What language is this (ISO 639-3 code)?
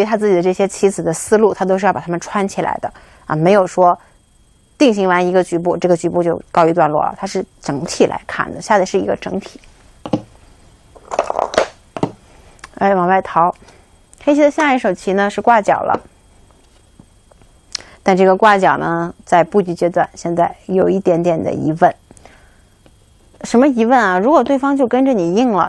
zho